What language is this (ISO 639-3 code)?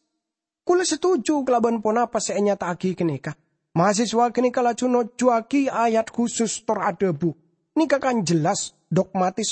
mad